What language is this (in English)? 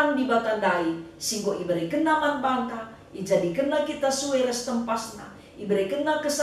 Batak Karo